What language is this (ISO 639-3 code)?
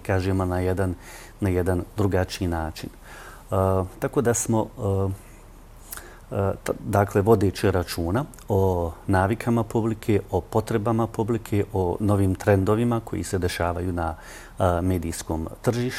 bos